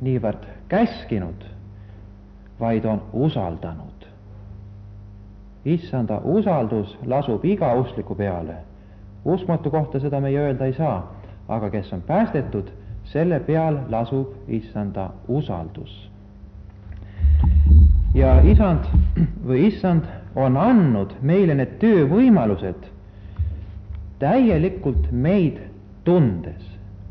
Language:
Estonian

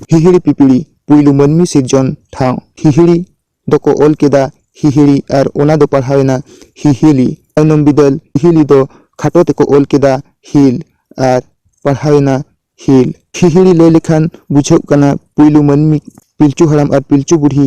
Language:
Santali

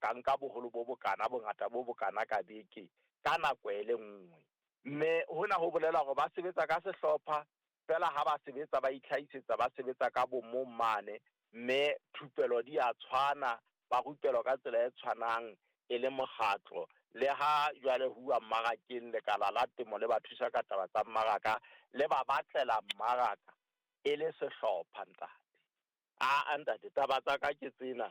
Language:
Southern Sotho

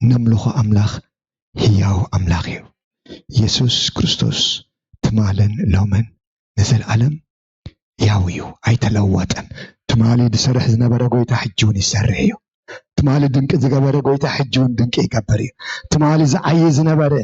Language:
Tigrinya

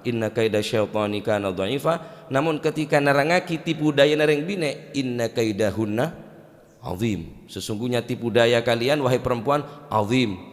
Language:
Madurese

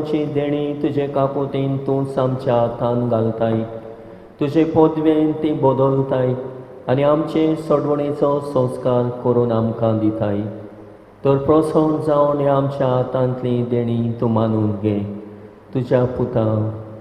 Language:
Konkani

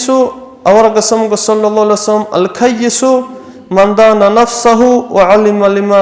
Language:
Avaric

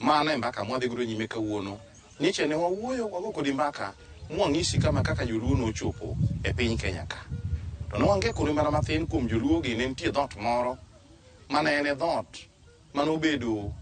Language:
Luo (Kenya and Tanzania)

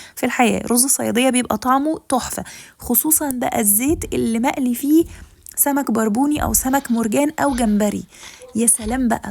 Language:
Egyptian Arabic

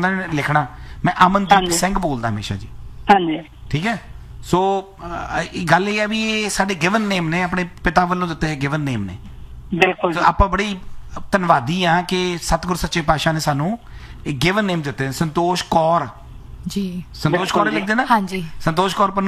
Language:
Punjabi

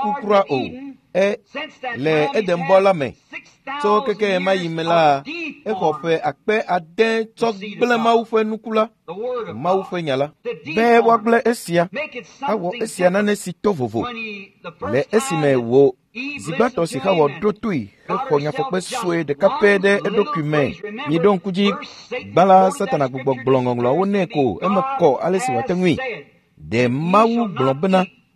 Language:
Ewe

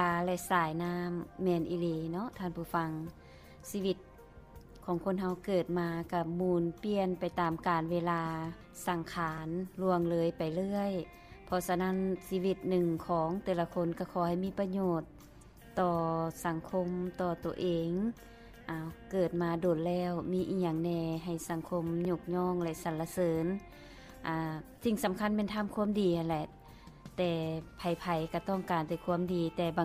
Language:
Lao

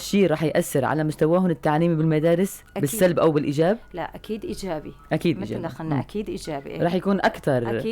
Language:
North Levantine Arabic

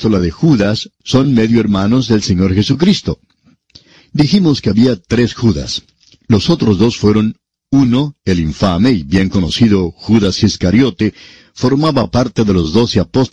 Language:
Spanish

